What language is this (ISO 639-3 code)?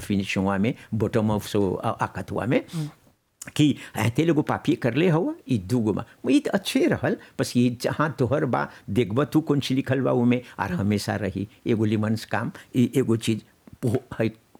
bho